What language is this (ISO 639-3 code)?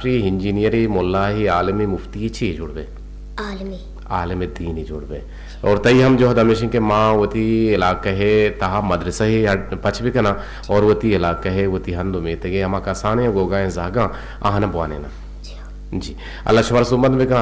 bgp